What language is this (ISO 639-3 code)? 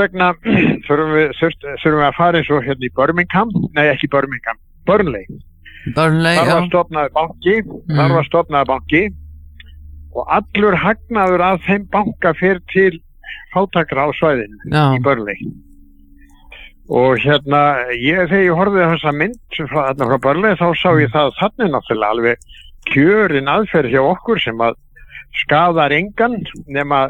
isl